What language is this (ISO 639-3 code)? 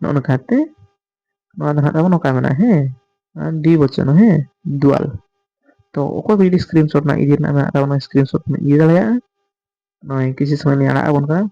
sat